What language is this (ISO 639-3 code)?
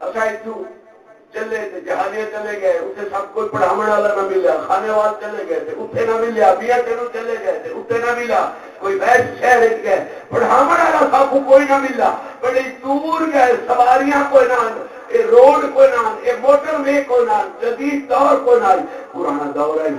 skr